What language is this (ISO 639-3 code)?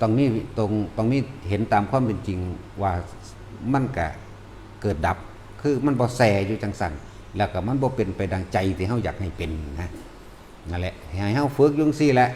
tts